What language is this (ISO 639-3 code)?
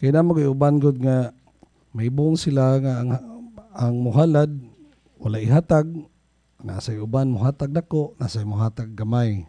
ceb